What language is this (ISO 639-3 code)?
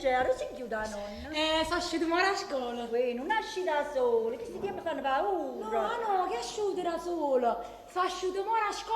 nap